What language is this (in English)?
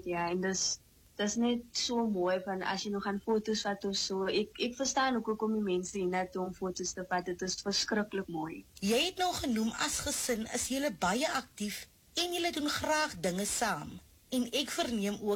Afrikaans